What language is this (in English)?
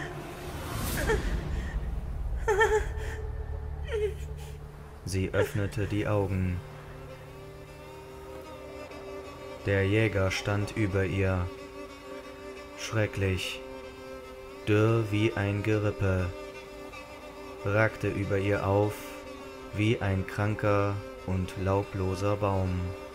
German